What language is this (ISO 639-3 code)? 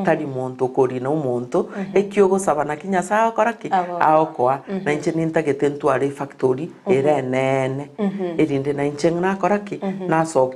guz